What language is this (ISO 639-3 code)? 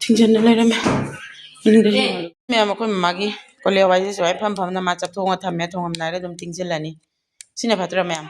mni